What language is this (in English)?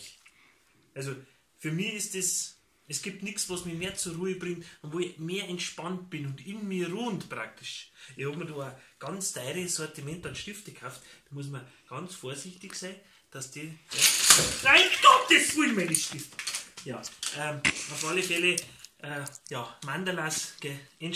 Bavarian